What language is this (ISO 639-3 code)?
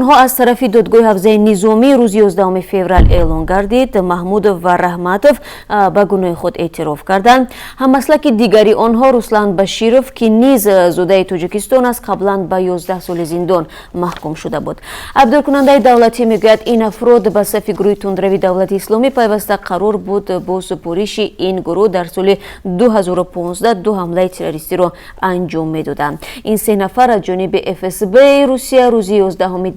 tgk